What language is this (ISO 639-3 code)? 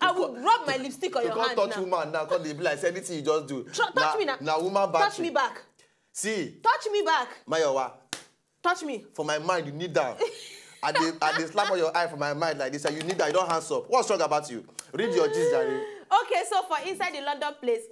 pcm